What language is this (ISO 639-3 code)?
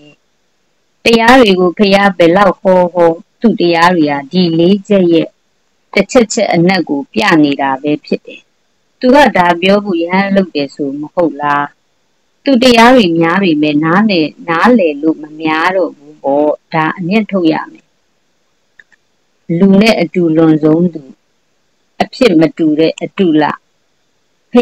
mya